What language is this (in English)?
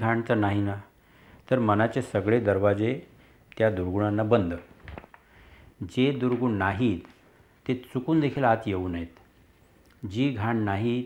Marathi